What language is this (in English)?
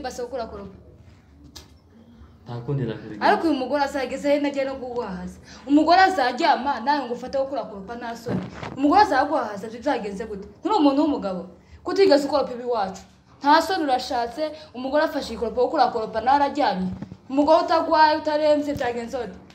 Kinyarwanda